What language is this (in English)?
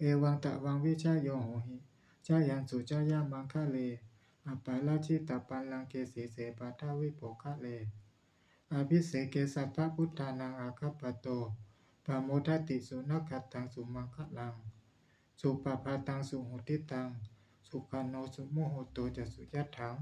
Pali